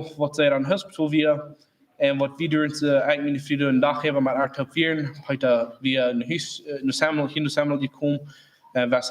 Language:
Plautdietsch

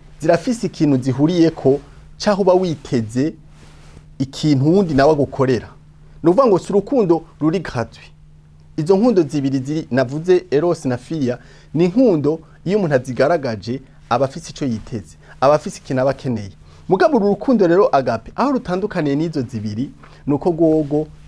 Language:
Rundi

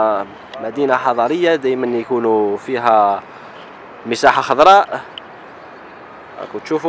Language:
Algerian Arabic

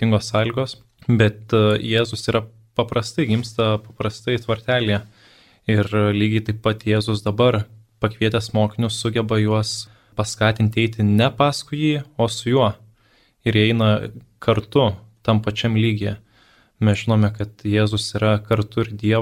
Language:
Lithuanian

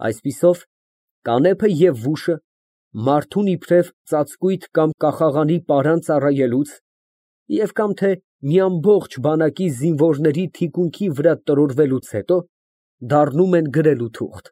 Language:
Armenian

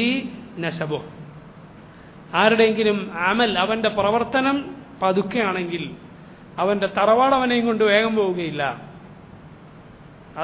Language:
Malayalam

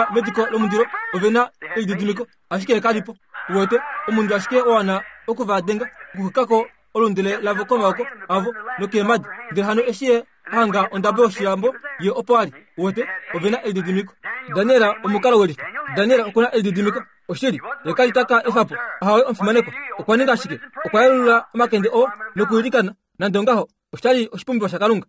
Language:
Kuanyama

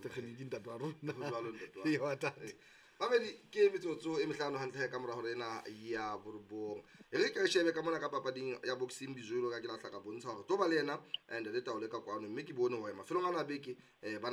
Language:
Southern Sotho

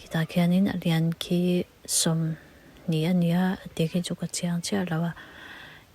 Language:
Mizo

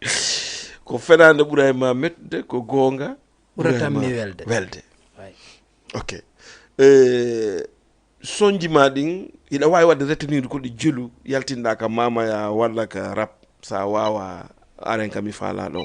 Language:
Fula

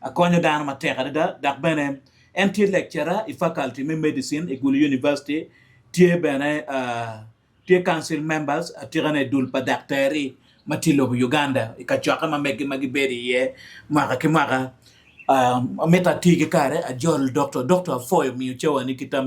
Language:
Acoli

